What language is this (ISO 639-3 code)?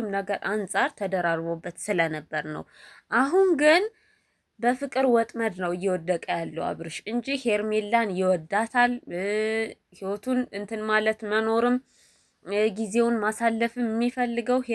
amh